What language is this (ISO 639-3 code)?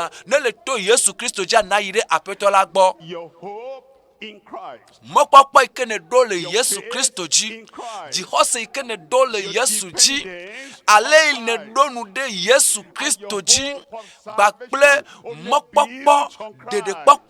ewe